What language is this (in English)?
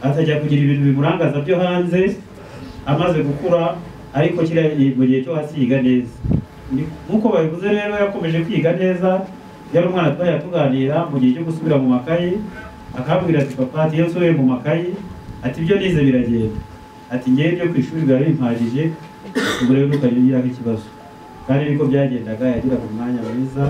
Kinyarwanda